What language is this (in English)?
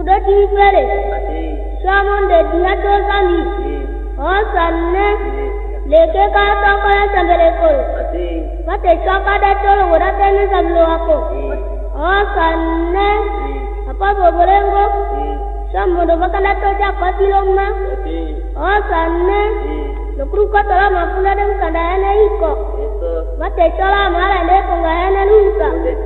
Tetela